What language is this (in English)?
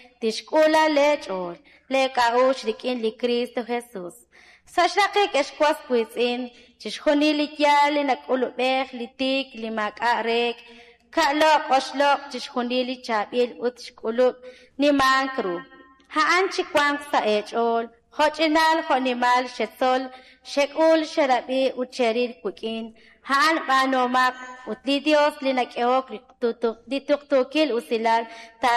Kekchí